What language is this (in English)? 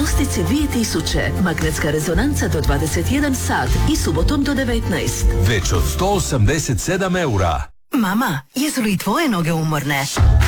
Croatian